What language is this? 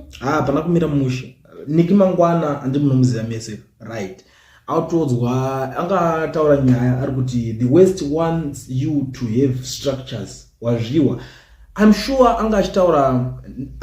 Shona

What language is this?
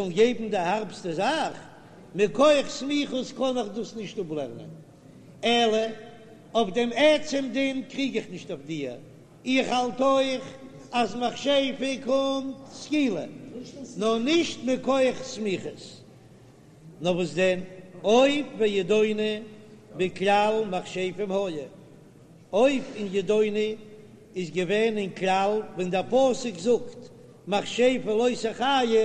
Yiddish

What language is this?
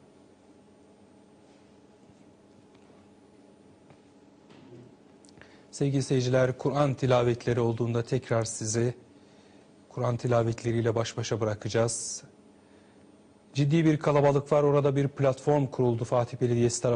Turkish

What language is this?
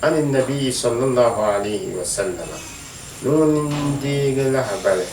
Dagbani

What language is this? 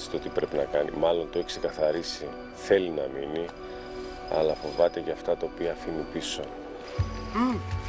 Greek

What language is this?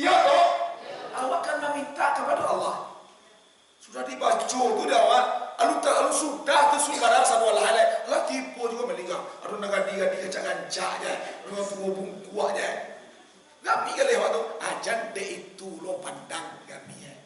Minangkabau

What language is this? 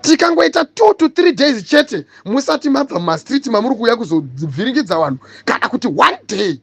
Shona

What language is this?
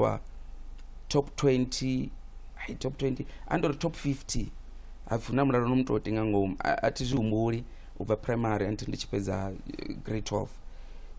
Venda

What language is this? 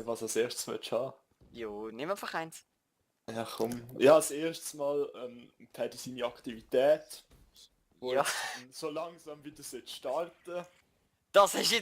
Swiss German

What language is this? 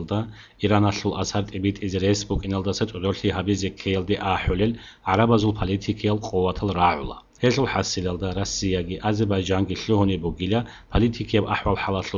Avaric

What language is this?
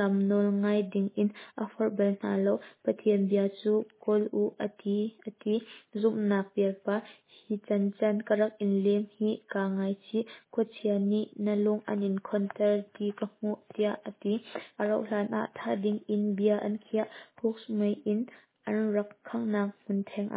Hakha Chin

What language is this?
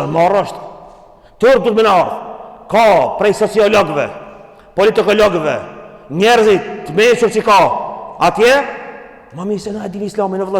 Albanian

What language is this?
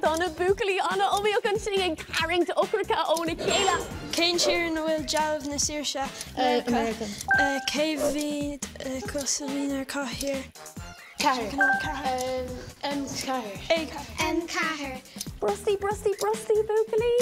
Irish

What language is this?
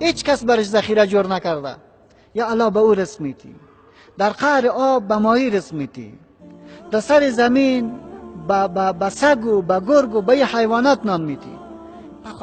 Tajik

